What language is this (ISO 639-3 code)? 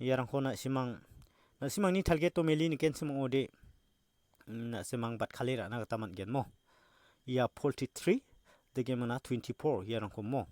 grt